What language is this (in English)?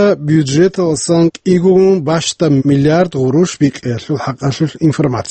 Avaric